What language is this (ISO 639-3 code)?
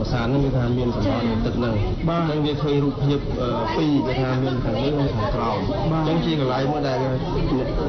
khm